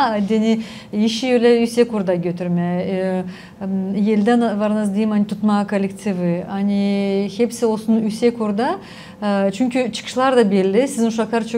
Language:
Gagauz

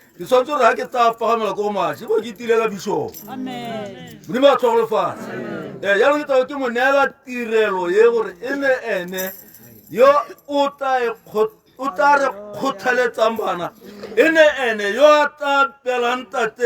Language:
Tswana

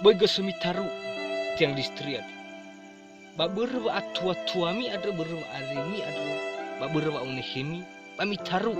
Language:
Nias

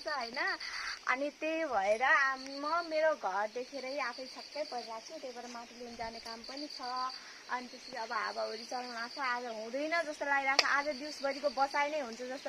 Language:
Nepali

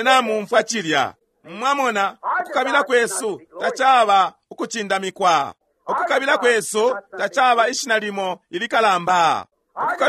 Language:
Bemba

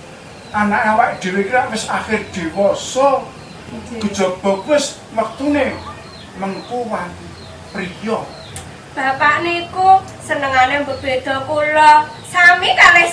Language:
Javanese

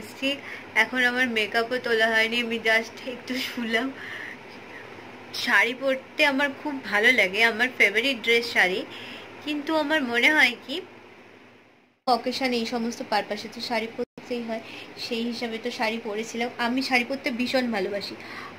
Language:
Bangla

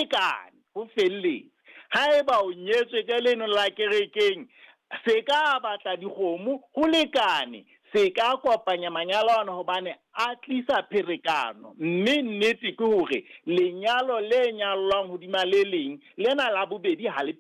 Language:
Southern Sotho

